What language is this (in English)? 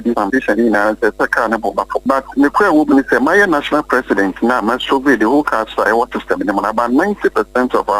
Akan